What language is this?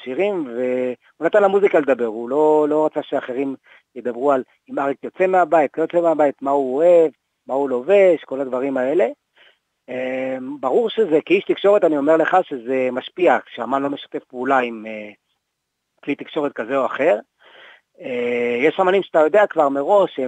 Hebrew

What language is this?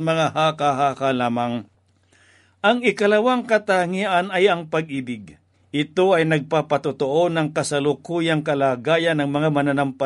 Filipino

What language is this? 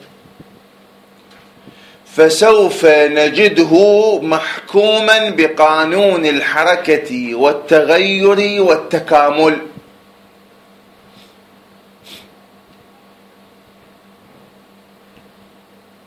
Arabic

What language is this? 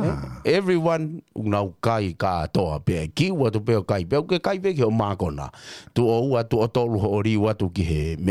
Tongan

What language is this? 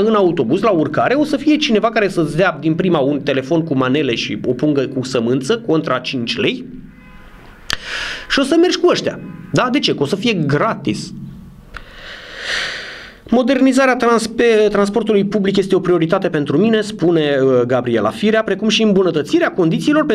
Romanian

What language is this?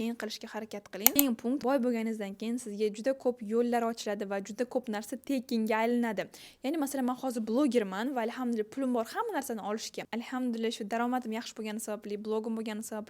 Uzbek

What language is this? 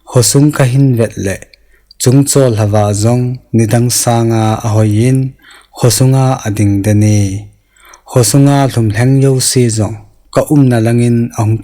Thado Chin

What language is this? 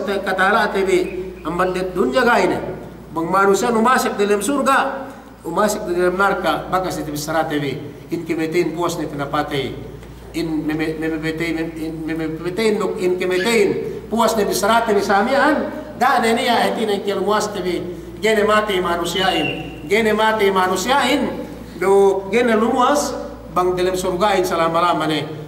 Yakan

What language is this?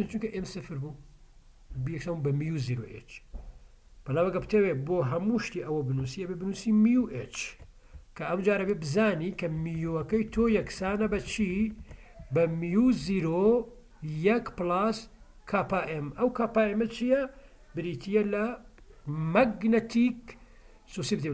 Central Kurdish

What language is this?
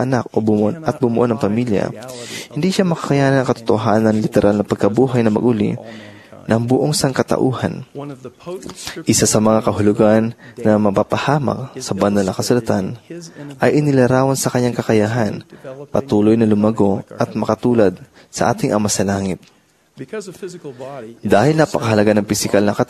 Filipino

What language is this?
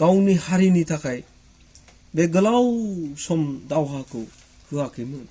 Bodo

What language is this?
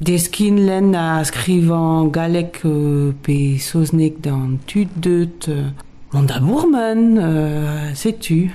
Breton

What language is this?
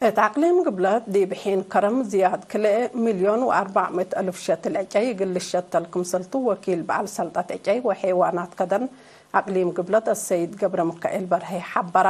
Tigre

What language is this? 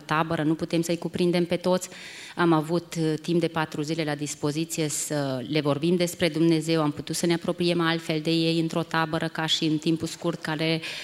Romanian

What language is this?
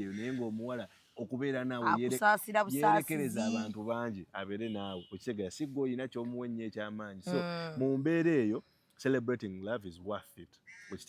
Ganda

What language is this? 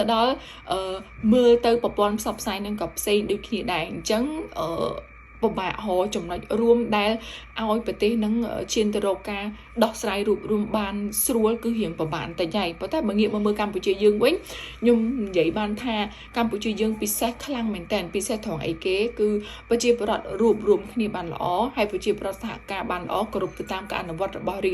Khmer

